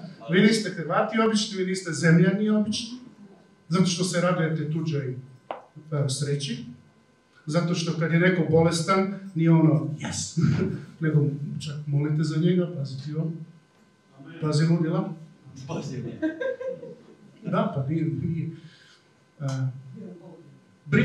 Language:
Croatian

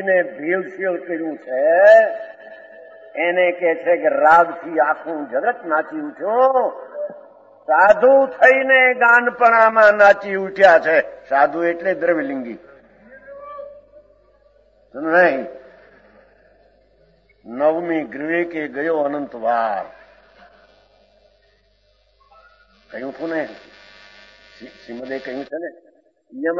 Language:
Gujarati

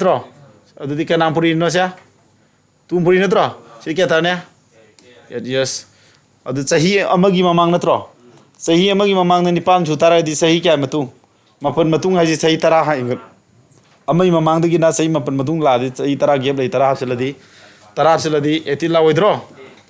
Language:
Manipuri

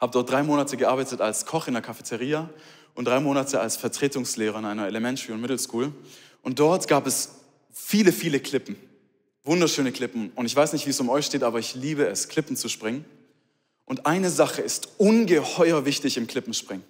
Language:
Swiss German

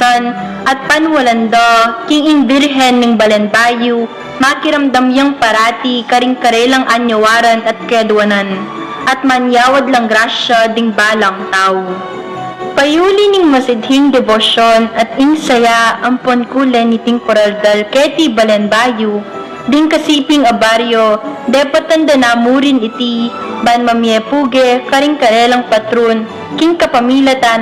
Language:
Pampanga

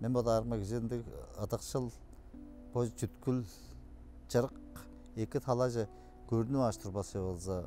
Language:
Tuvinian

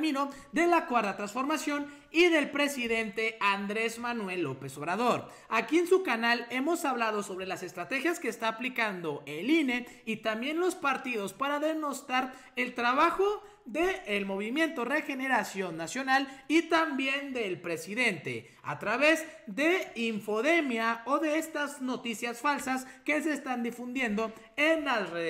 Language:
Spanish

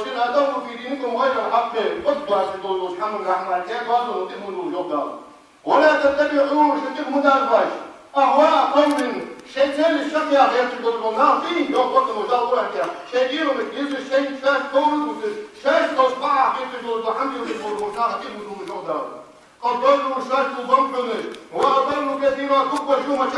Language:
Ingush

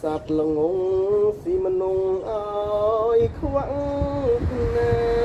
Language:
Khmer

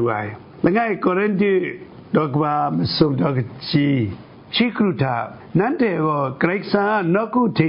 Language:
Kachin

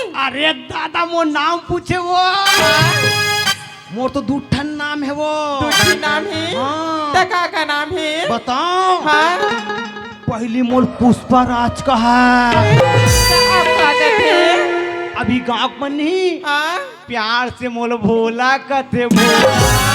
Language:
Chhattisgarhi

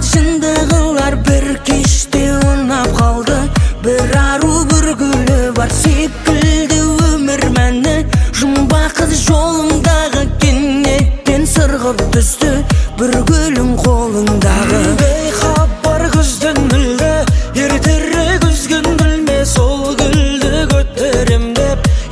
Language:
Kazakh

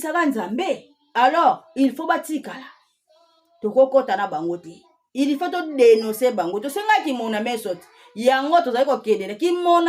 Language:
Lingala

